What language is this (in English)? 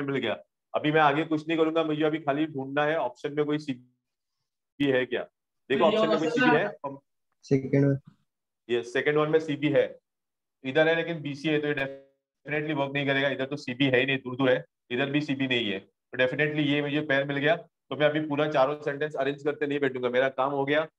Hindi